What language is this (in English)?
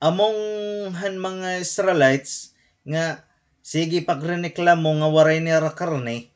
Waray